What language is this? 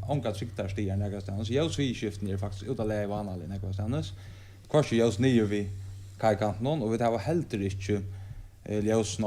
Faroese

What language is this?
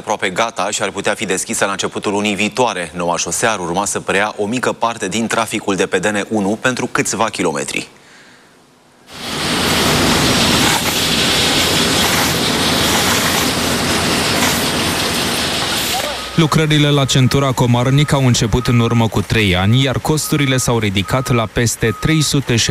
Romanian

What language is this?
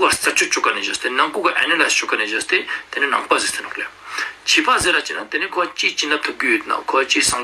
Ladakhi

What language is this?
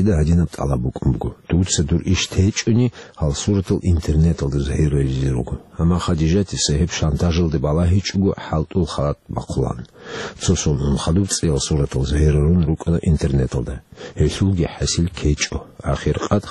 Avaric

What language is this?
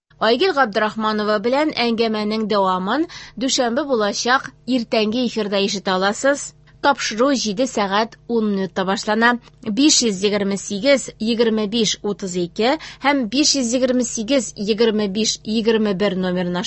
Tatar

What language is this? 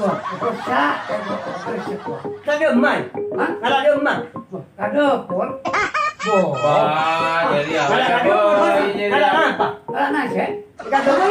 Madurese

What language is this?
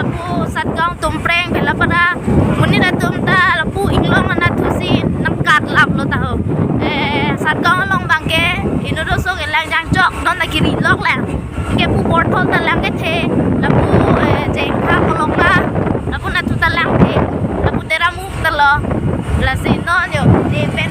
Karbi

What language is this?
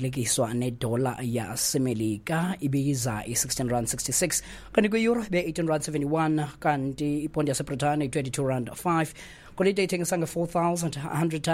Xhosa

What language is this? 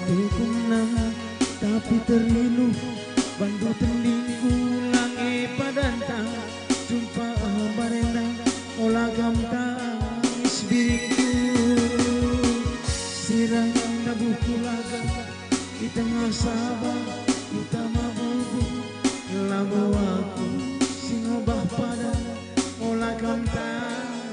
Batak Karo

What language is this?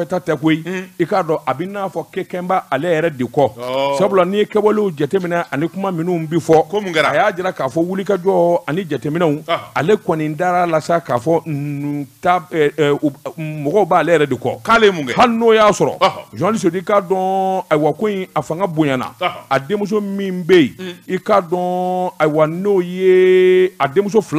Bambara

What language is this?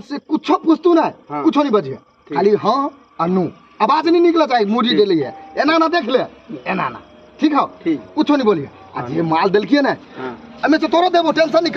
Maithili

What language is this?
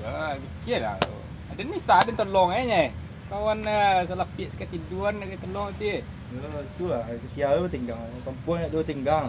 Minangkabau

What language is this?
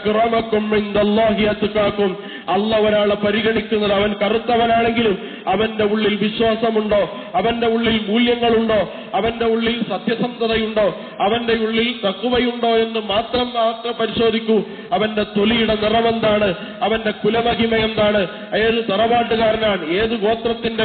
Malayalam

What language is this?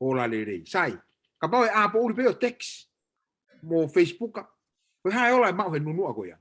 Tongan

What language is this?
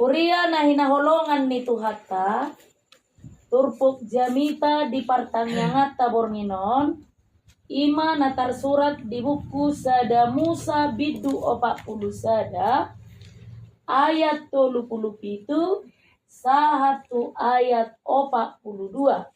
Batak Toba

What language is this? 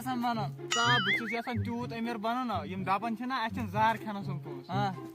Kashmiri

